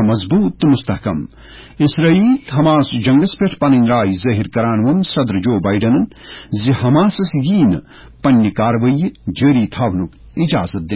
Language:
Kashmiri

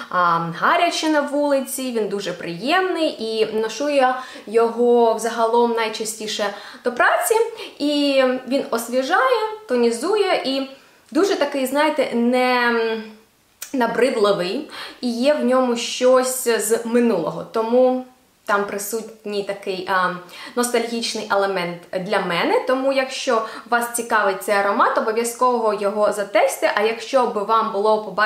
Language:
Ukrainian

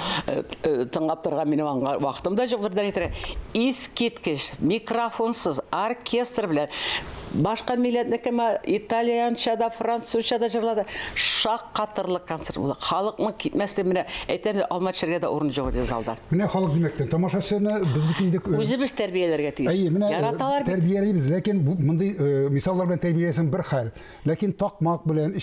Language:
Tatar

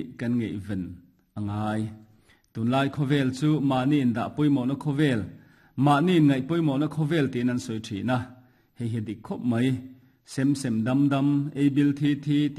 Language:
Mizo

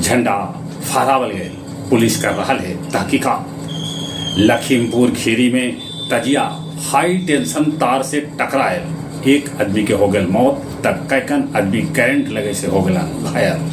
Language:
Magahi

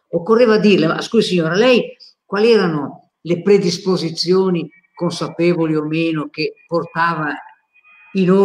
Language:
Italian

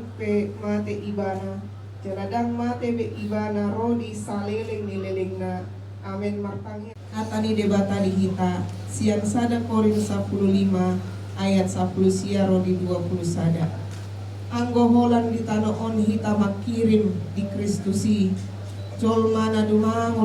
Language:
Batak Toba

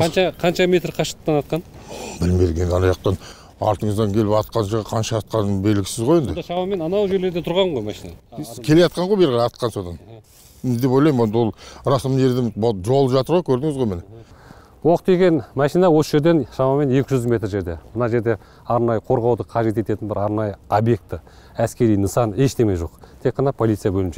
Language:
Kazakh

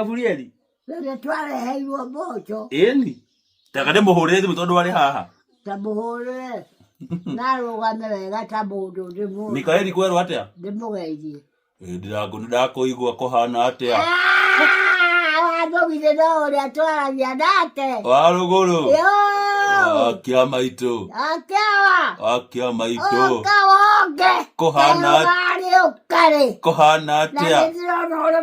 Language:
Kikuyu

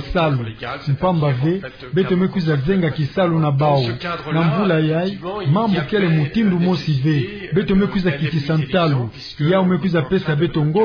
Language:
Kituba (Democratic Republic of Congo)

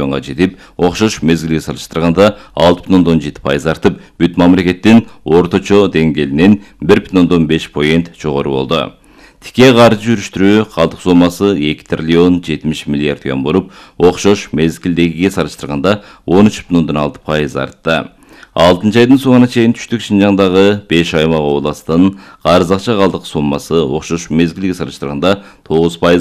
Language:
Kyrgyz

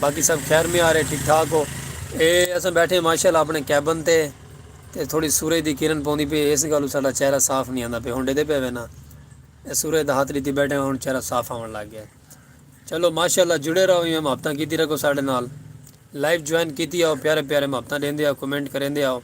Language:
Saraiki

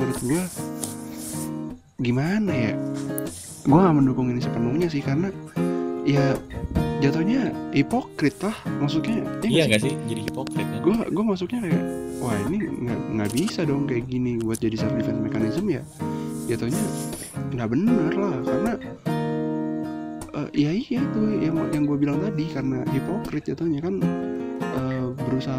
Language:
Indonesian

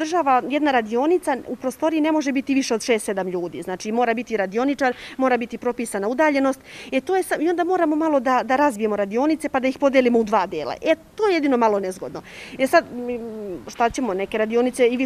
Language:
Serbian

